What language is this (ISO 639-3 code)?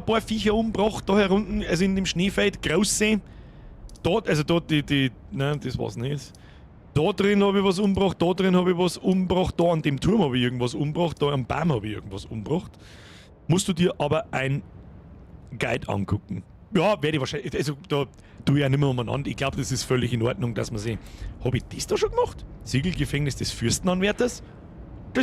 bar